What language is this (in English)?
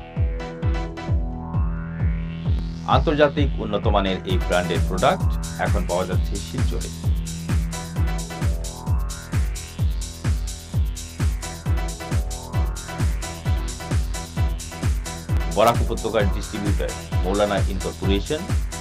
Bangla